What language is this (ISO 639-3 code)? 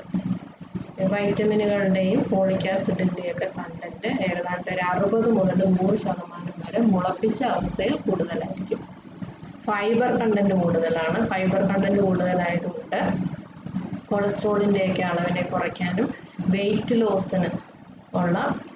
mal